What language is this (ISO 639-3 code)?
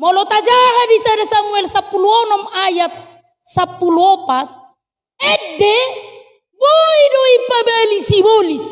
bbc